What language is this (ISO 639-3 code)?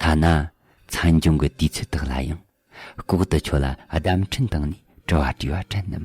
bod